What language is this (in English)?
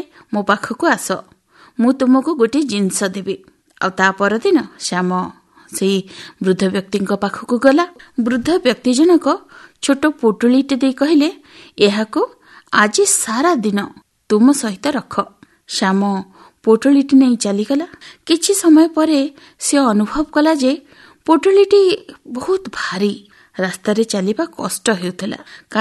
Odia